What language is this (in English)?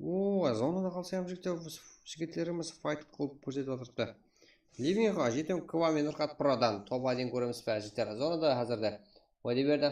Kara-Kalpak